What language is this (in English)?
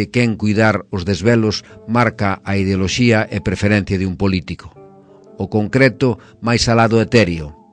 Galician